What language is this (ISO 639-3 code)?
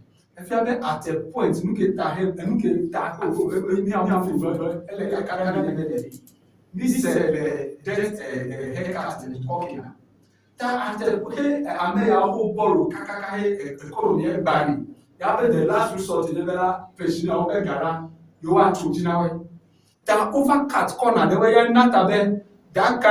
ewe